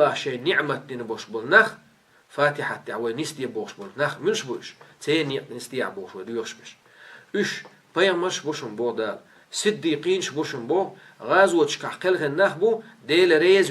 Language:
Chechen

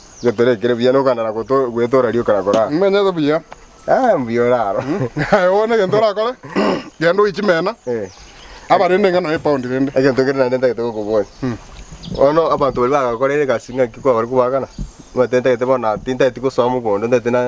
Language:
Gusii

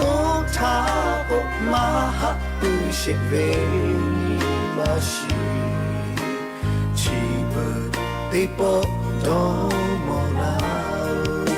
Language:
Lahu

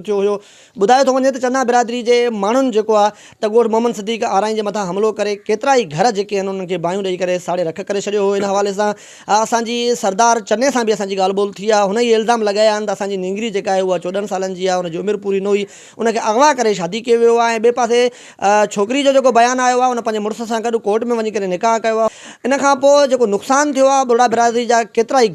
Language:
Sindhi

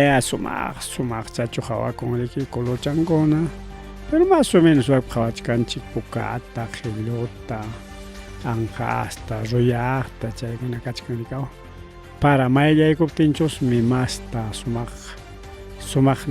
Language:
Ayacucho Quechua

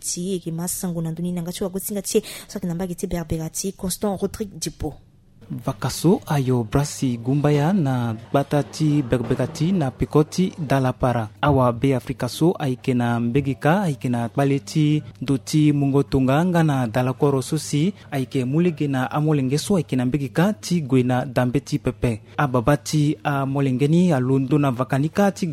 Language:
Sango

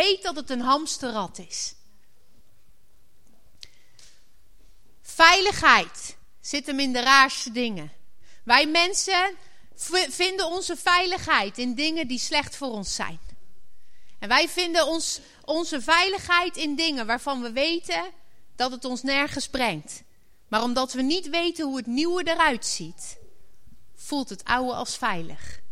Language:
Dutch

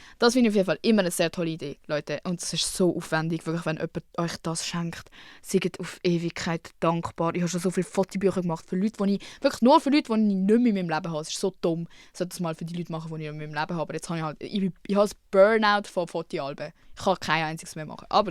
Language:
Swiss German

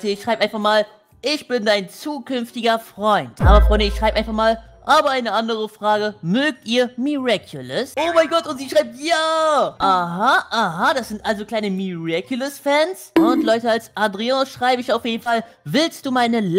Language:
German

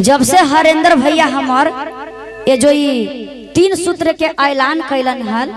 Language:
Magahi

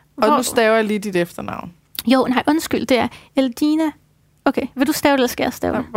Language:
Danish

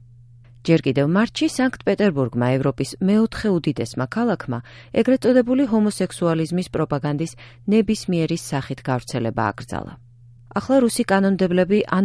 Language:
Georgian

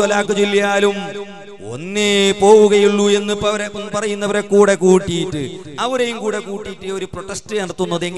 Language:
Malayalam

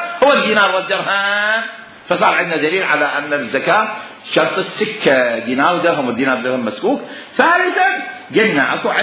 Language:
Mesopotamian Arabic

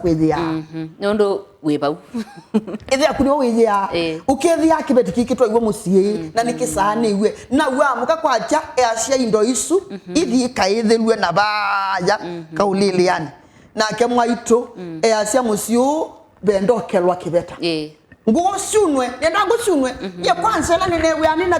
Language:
Kamba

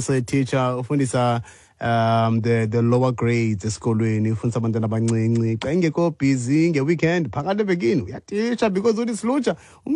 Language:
Xhosa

